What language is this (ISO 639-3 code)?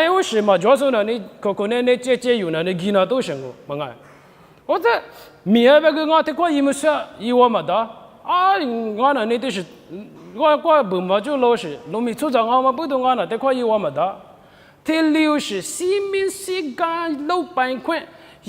lis